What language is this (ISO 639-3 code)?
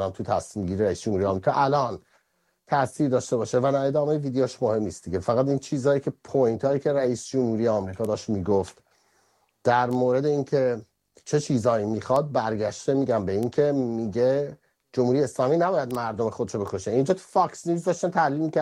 fas